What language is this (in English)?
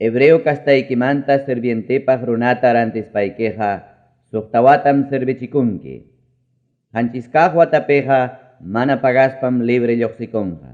Ayacucho Quechua